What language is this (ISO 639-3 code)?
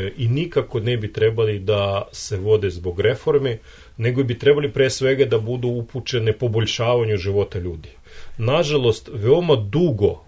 srp